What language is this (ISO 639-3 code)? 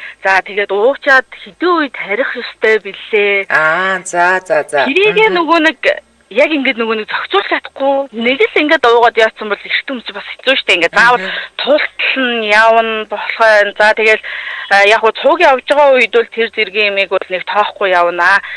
mon